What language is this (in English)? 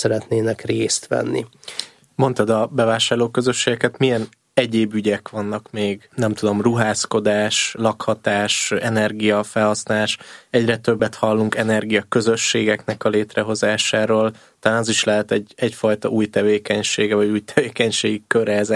Hungarian